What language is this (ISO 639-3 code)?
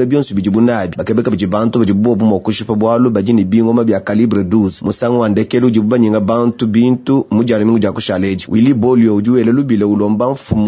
lua